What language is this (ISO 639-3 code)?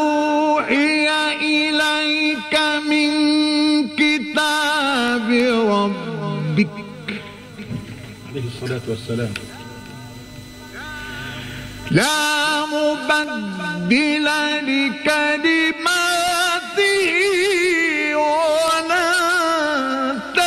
ara